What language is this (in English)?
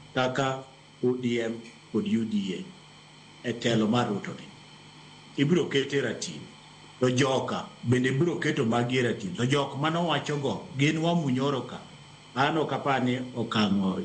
Luo (Kenya and Tanzania)